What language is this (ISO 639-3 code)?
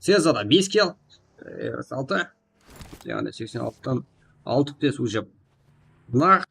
kaa